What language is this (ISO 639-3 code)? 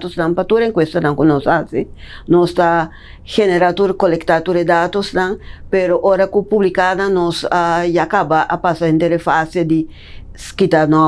pap